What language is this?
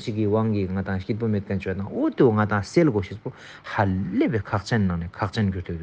Ladakhi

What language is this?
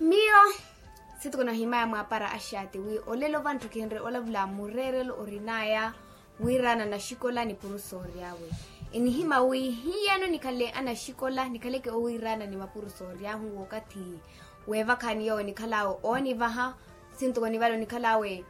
Makhuwa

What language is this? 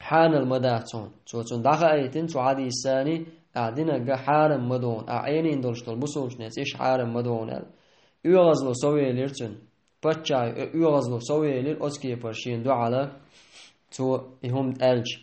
Chechen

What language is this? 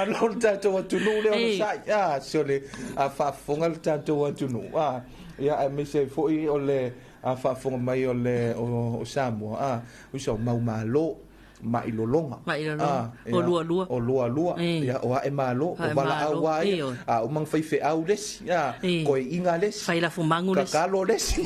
Samoan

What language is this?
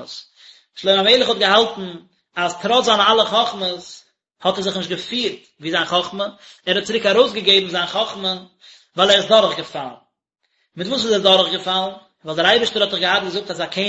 Yiddish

